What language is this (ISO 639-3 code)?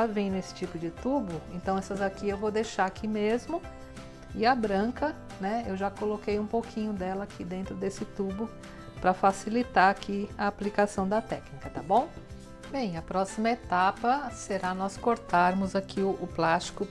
por